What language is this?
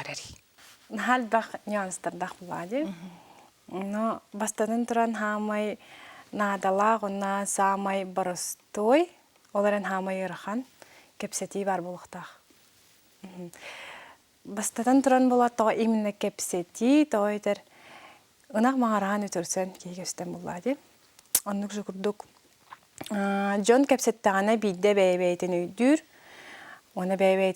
Yakut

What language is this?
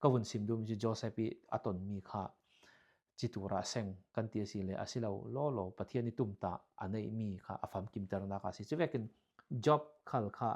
Falam Chin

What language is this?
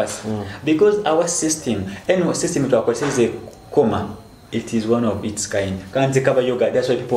Nyoro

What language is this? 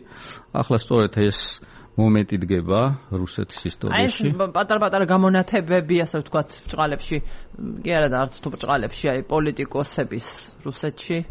Georgian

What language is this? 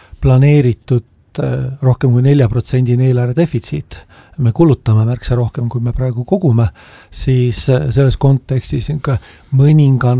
Estonian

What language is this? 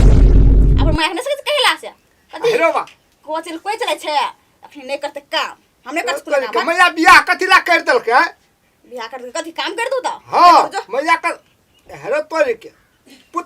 Maithili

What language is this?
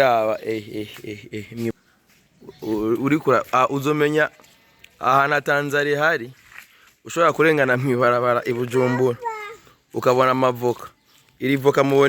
Rundi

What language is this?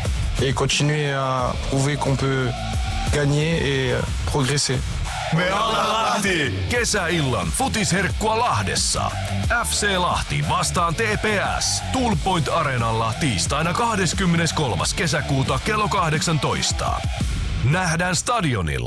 Finnish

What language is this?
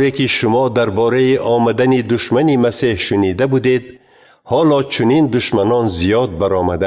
Tajik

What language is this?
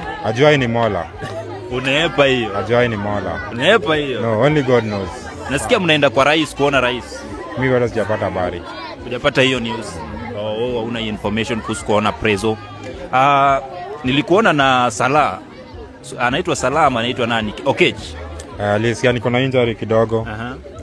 Swahili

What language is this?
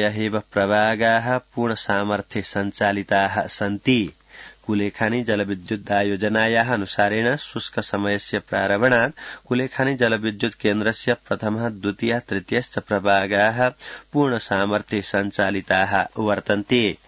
Sanskrit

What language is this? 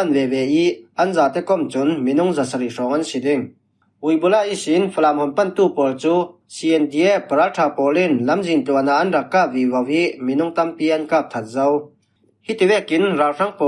Falam Chin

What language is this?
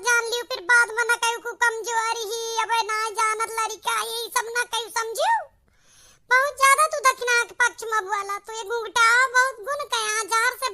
Awadhi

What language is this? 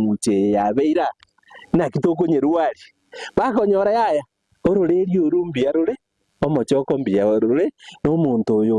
Gusii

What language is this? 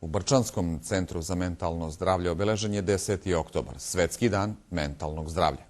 Bosnian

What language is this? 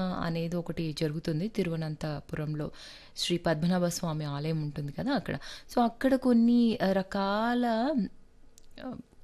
Telugu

